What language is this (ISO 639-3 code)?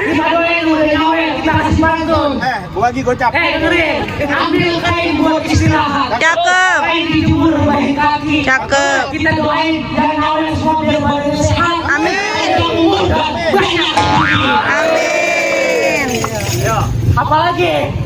bew